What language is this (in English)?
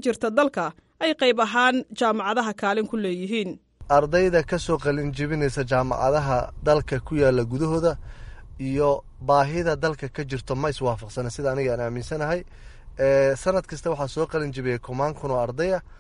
Somali